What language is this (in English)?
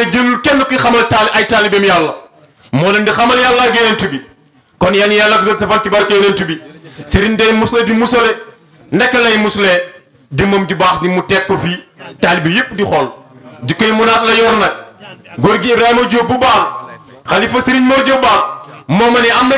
Wolof